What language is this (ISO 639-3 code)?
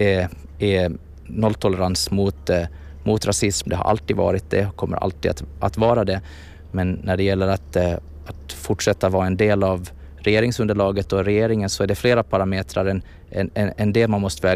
swe